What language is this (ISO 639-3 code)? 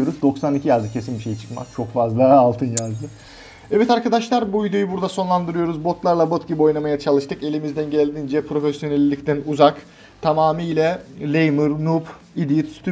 tur